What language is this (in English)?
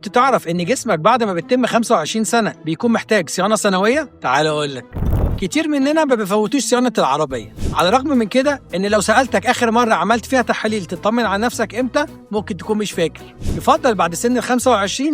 Egyptian Arabic